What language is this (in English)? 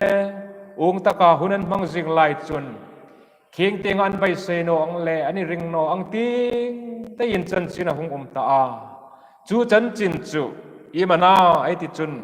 Hmar